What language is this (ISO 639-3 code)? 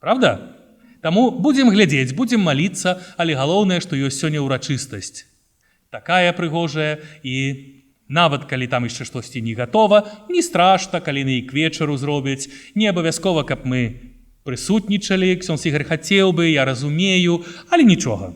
bel